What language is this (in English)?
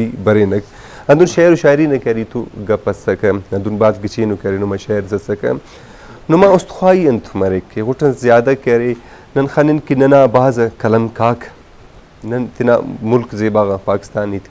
Brahui